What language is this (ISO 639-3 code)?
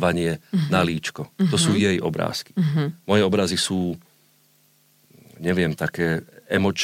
slk